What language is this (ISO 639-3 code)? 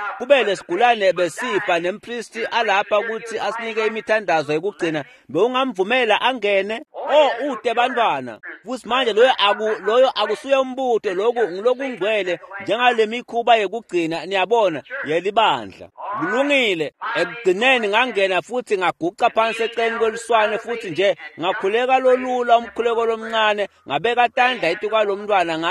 ssw